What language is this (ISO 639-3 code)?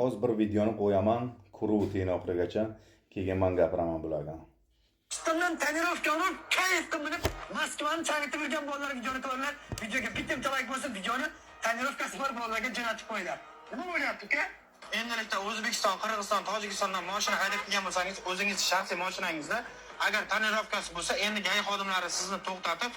uzb